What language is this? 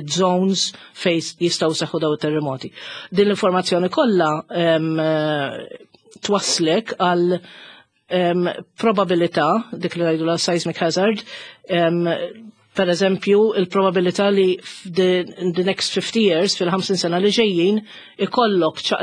Maltese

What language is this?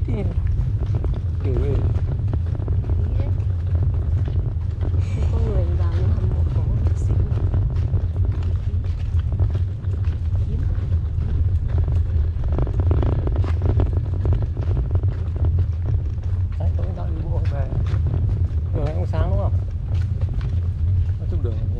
Vietnamese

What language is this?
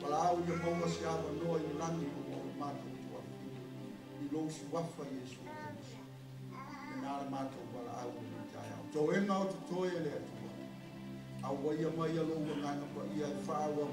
Samoan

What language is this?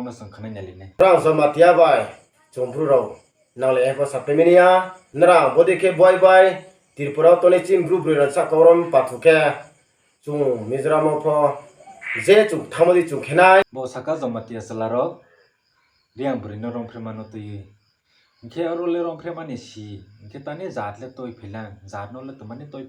Kok Borok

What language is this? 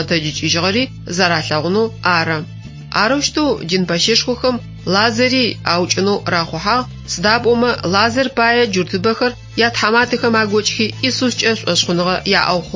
Adyghe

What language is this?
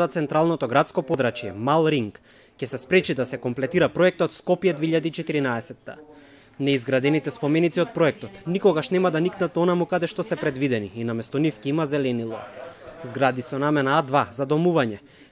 Macedonian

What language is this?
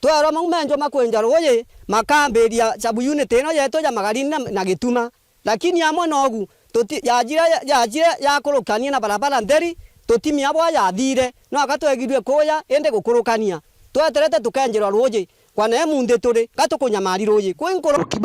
Meru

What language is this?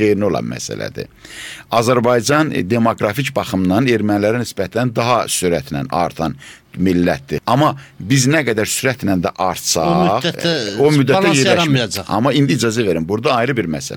Azerbaijani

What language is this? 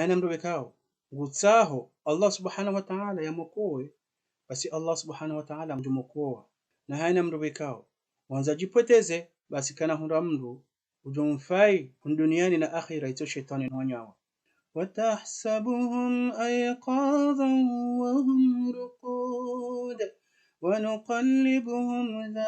Ngazidja Comorian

